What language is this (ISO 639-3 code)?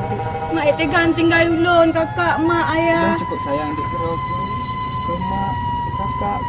ace